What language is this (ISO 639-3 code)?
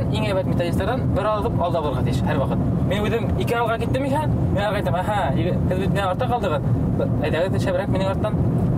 bak